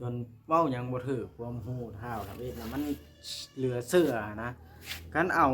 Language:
Northeastern Thai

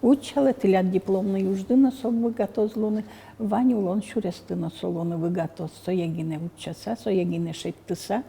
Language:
Udmurt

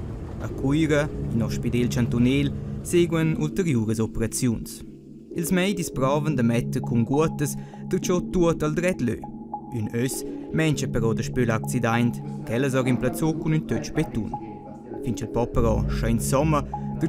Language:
Romansh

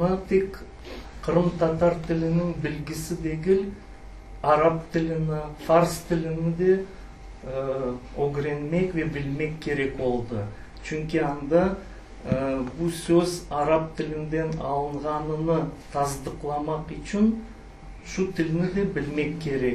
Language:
Crimean Tatar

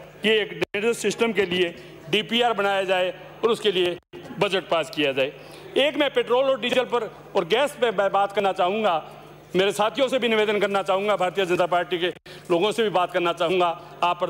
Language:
Hindi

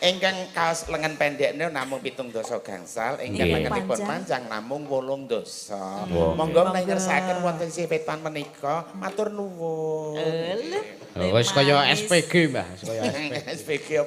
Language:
Javanese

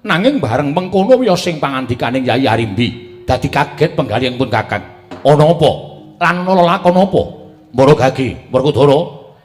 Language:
Javanese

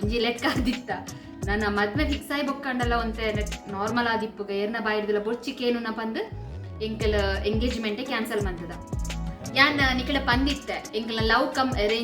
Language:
Tulu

